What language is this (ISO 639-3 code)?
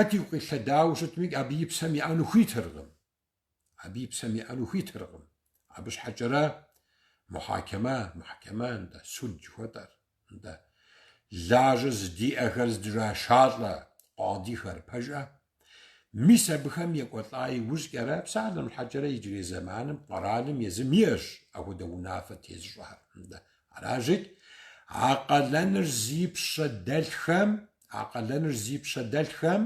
kbd